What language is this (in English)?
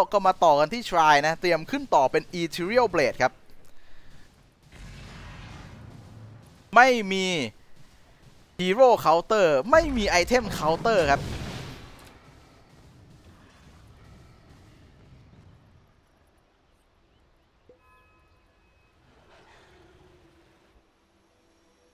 Thai